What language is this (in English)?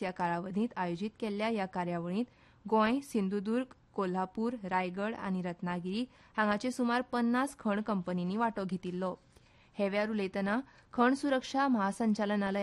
Konkani